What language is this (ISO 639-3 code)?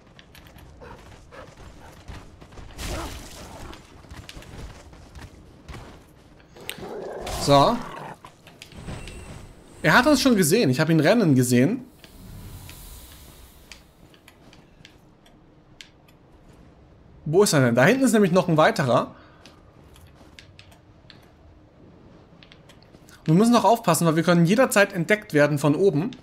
deu